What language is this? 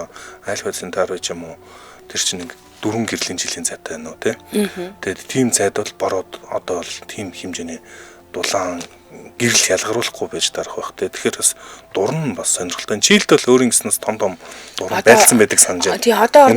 Mongolian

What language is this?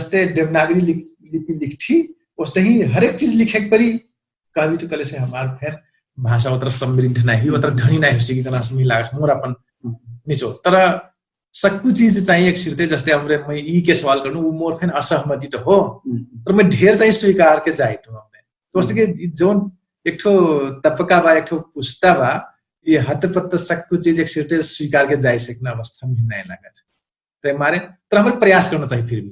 Dangaura Tharu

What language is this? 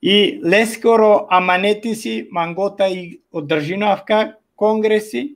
Balkan Romani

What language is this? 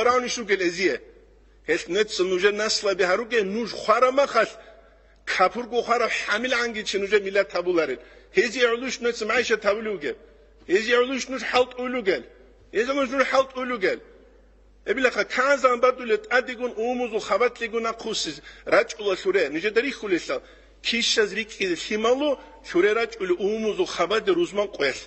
Avaric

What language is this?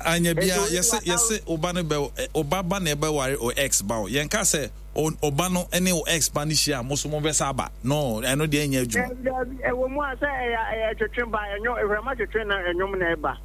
Akan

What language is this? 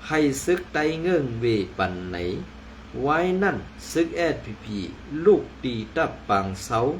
Shan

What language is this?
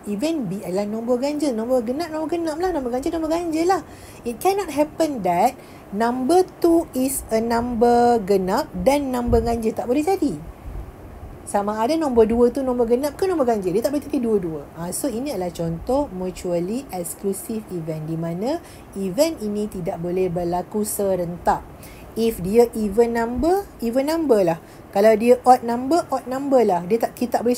Malay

